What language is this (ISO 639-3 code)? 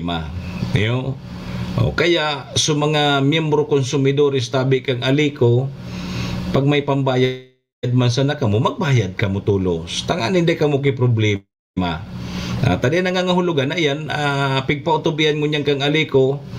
bik